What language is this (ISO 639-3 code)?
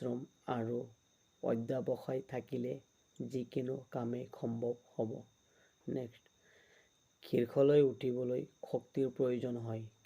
asm